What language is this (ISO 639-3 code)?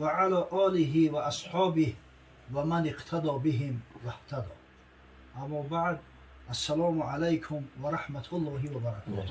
tgk